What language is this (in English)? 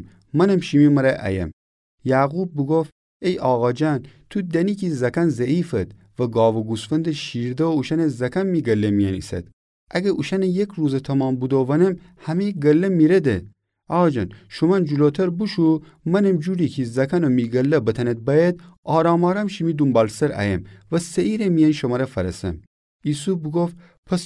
Gilaki